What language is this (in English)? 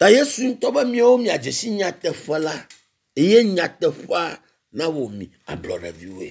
Ewe